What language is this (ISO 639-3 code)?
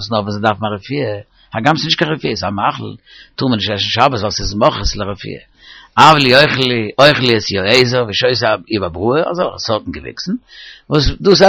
yid